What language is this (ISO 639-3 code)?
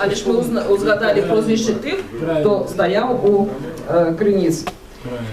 bel